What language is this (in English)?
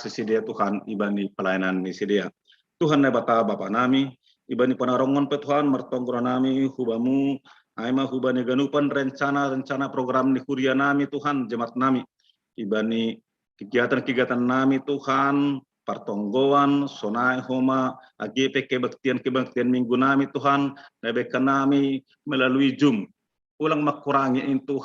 Batak Simalungun